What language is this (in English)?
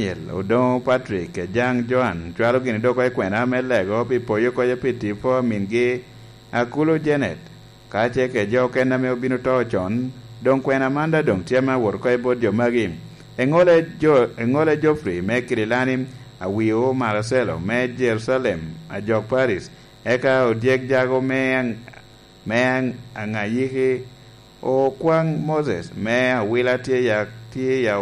Lango (Uganda)